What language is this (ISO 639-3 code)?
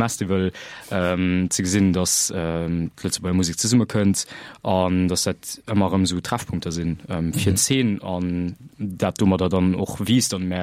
ltz